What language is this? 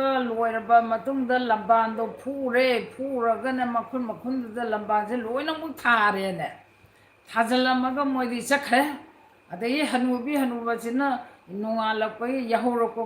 Manipuri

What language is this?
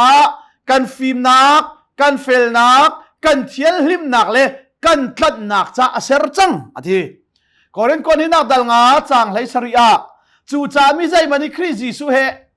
Hakha Chin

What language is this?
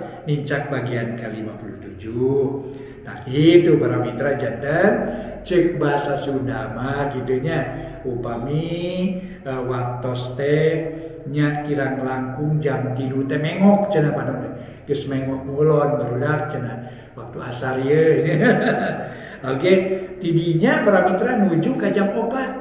Sundanese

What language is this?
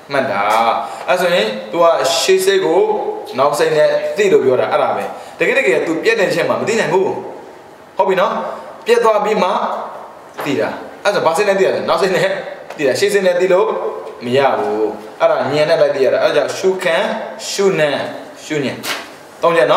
Burmese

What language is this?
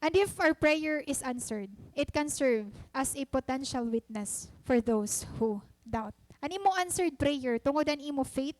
Waray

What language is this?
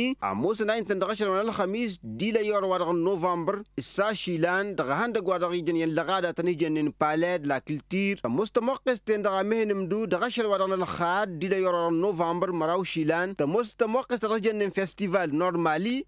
Tamasheq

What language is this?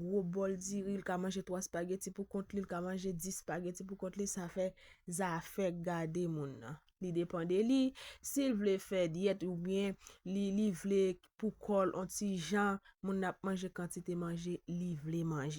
Haitian Creole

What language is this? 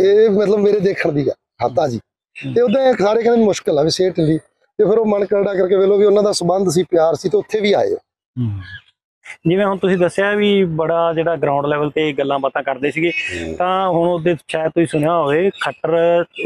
Punjabi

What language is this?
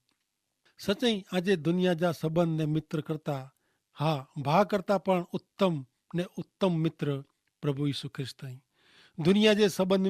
Kachhi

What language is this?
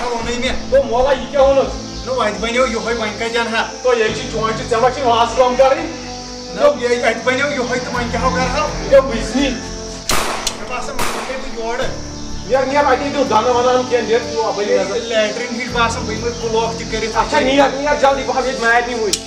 Kashmiri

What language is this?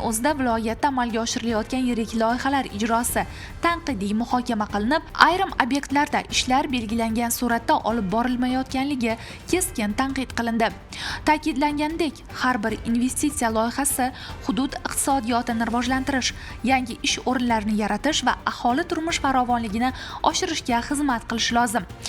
Uzbek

